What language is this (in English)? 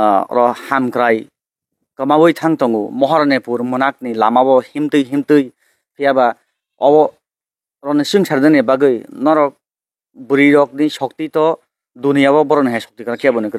Kok Borok